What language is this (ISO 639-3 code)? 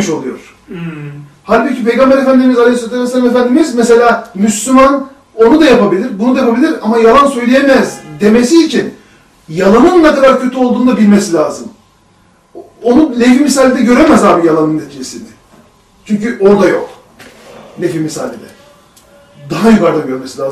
tur